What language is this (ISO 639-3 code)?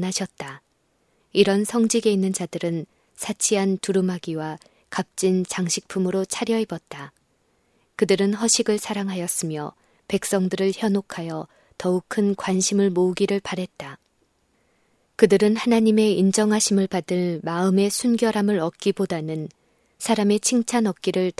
kor